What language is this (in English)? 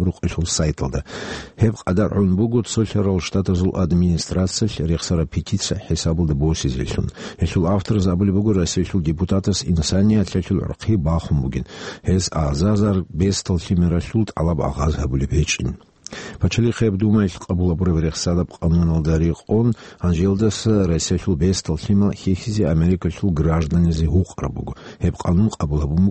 Avaric